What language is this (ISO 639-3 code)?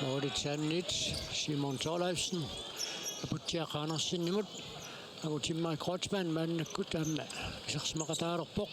kal